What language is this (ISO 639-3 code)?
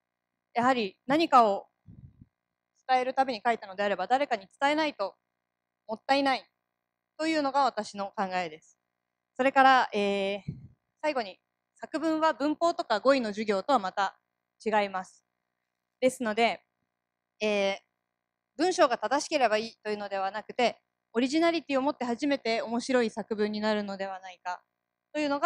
jpn